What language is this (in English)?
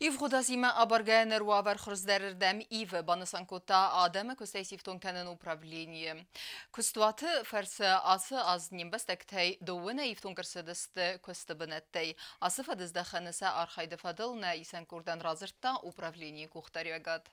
Ossetic